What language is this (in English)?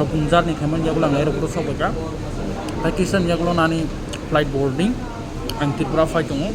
Kok Borok